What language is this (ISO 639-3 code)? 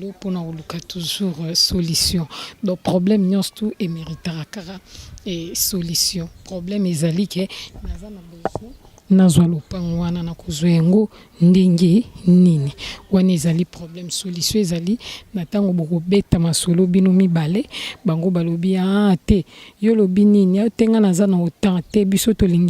lin